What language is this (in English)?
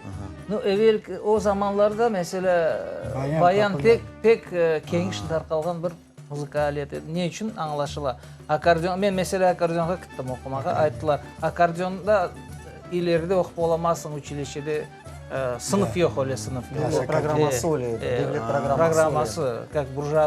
Crimean Tatar